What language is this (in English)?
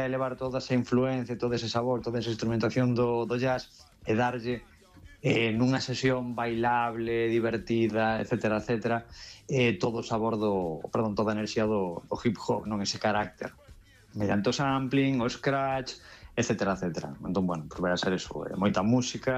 Galician